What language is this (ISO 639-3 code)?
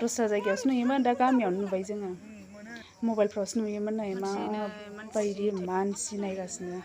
brx